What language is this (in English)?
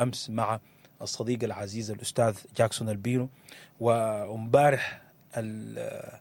Sudanese Arabic